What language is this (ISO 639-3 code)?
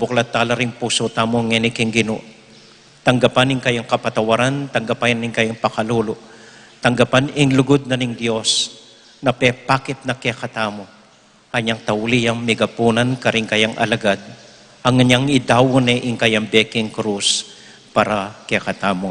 pam